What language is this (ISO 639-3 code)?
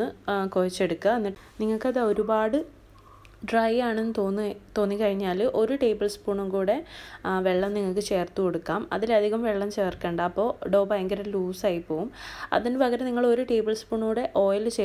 mal